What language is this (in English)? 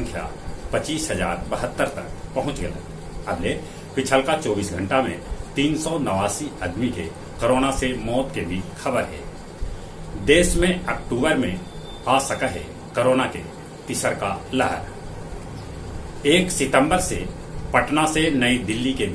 Magahi